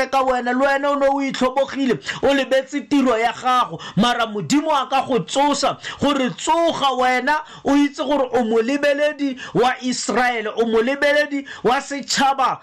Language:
Tswana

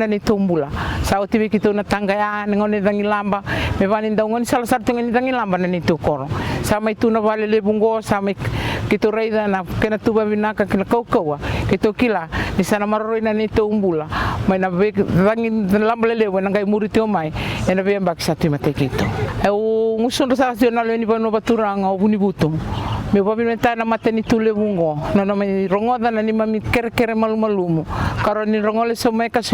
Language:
Fijian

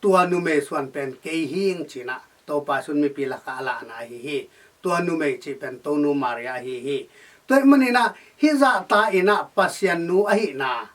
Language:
Tedim Chin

